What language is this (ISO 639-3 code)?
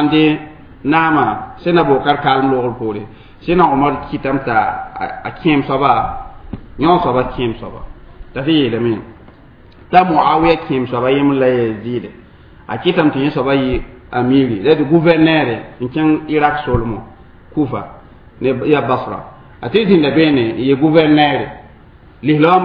mos